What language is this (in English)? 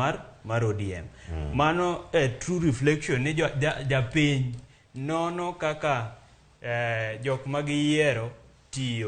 Luo (Kenya and Tanzania)